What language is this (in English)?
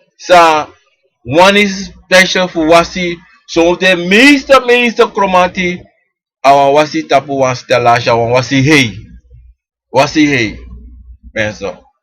Sranan Tongo